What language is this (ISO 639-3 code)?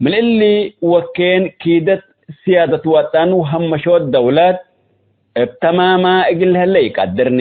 tig